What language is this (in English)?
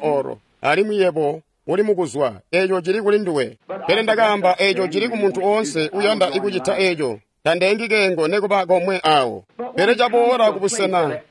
Tonga (Zambia)